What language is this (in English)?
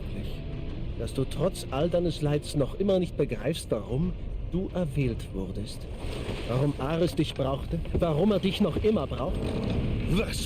Bavarian